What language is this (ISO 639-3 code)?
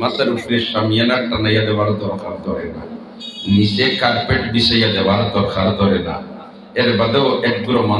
syl